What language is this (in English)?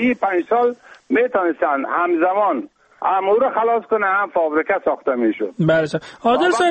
Persian